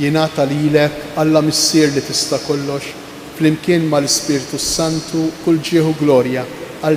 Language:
Maltese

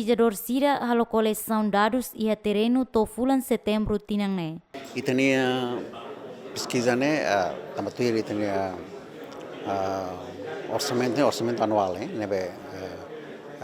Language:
Tetum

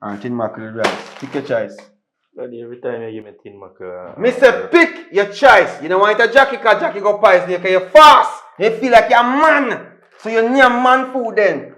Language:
Jamaican Creole English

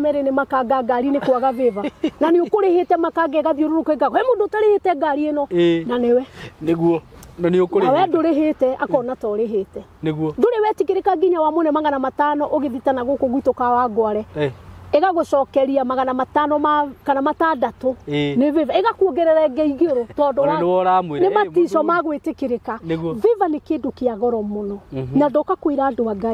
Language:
Kikuyu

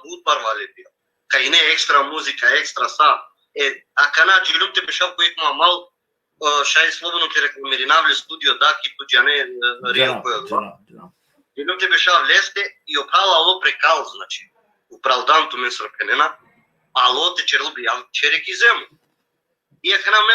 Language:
Balkan Romani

